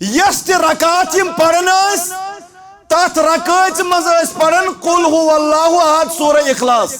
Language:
Kashmiri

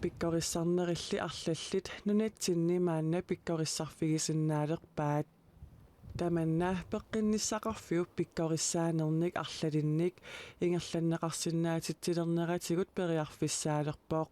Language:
Kalaallisut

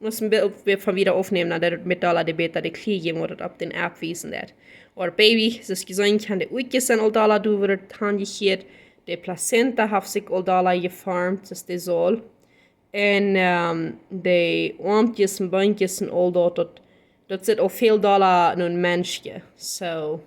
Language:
Plautdietsch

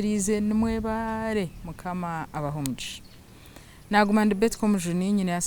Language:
Nyankole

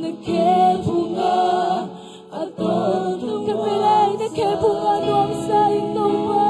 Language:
Tedim Chin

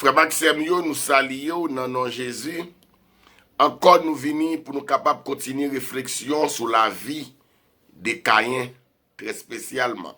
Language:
Haitian Creole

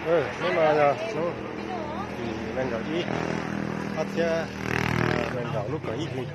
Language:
Hmong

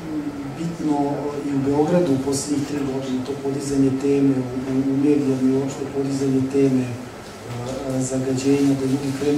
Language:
Serbian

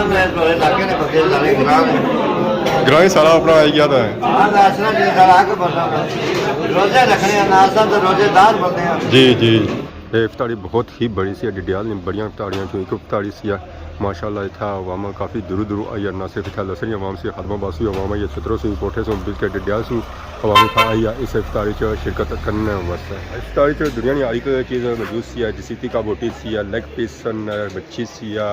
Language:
Pahari-Potwari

